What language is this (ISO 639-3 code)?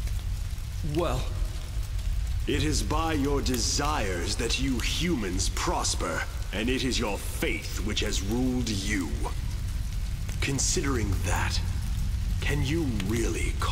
eng